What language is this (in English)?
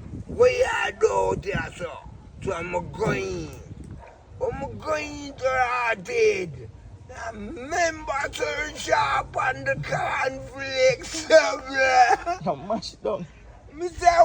Jamaican Creole English